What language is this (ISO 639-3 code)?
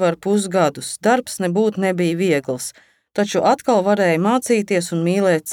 lav